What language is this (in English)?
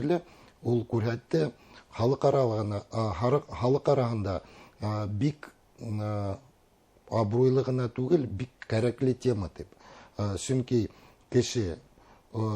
Bashkir